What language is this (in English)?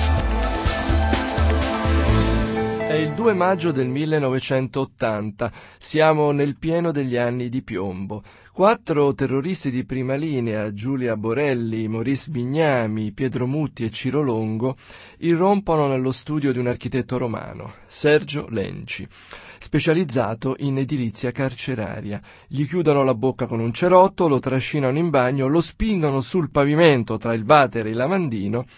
Italian